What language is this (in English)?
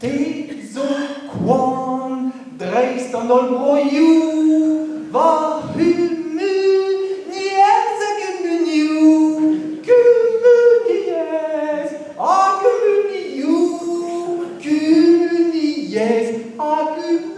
Breton